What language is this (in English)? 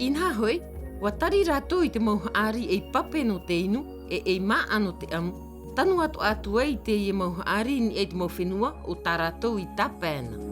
Tahitian